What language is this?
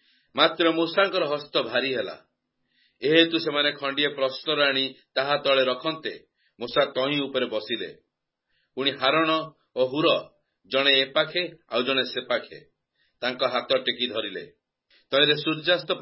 Odia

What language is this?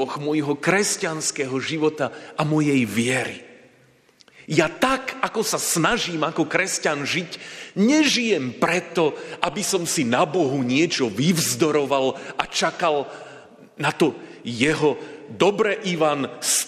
Slovak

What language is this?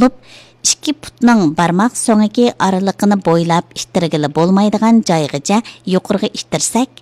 Uyghur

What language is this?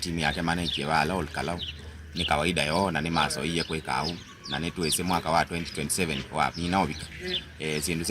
Kamba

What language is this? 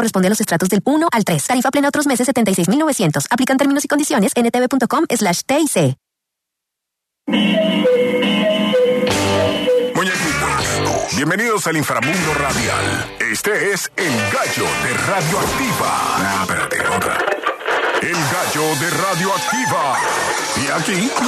Spanish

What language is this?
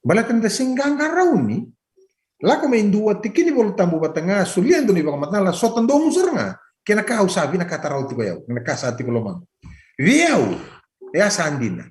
Fijian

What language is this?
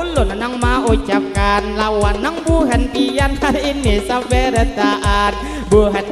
Banjar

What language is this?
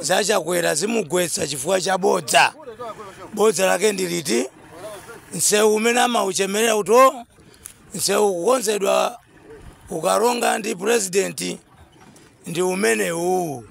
Nyanja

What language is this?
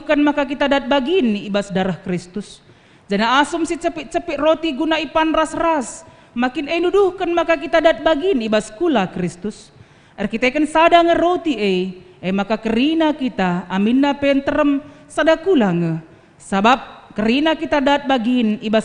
Batak Karo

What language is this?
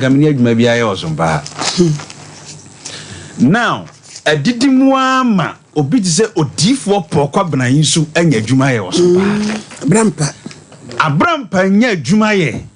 Akan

